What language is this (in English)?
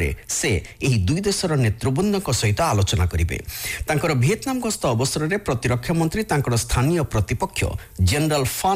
Odia